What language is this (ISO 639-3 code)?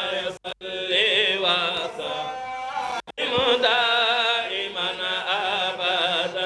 ful